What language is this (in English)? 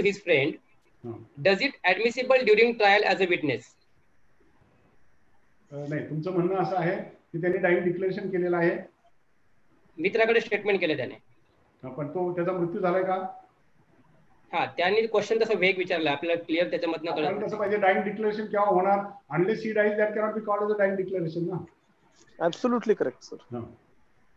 Marathi